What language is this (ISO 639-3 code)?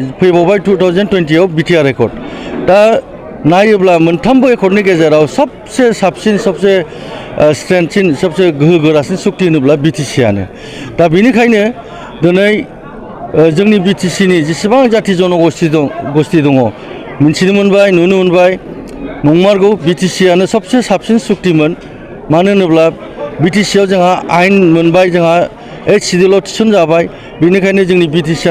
brx